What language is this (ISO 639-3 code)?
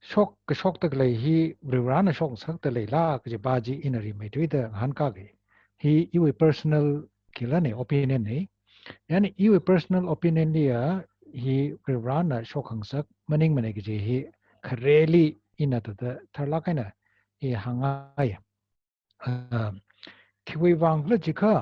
nmf